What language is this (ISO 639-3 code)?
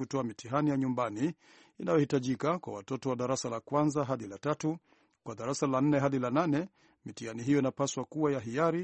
swa